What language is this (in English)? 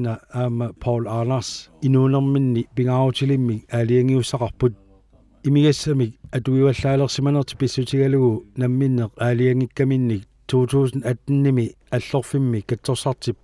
Kalaallisut